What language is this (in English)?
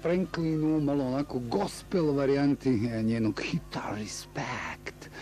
Bosnian